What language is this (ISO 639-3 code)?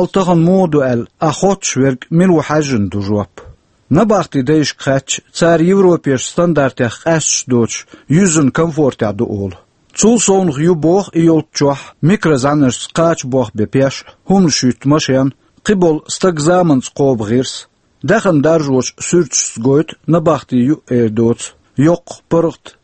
che